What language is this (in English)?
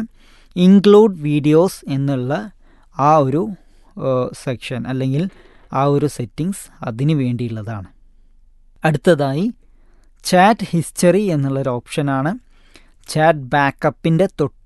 Malayalam